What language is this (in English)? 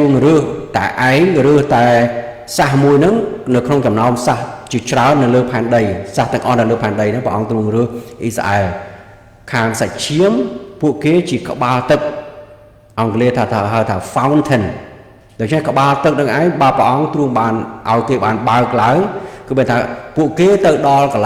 Khmer